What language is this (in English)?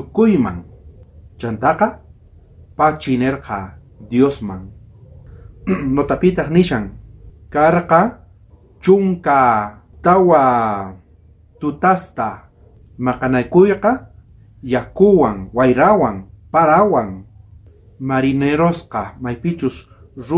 South Bolivian Quechua